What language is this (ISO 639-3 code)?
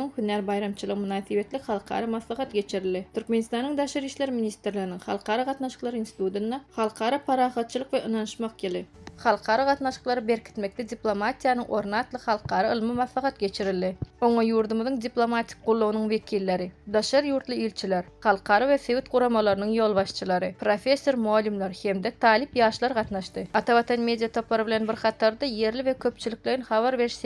tuk